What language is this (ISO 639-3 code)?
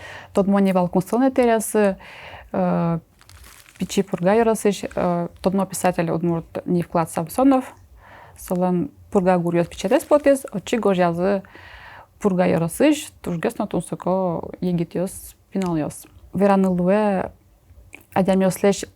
udm